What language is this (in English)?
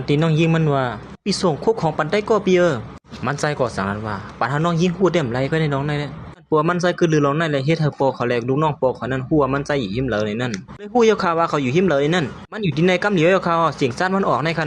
Shan